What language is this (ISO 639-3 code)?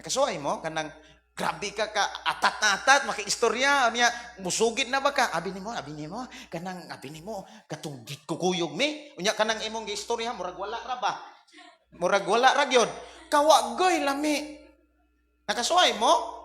ceb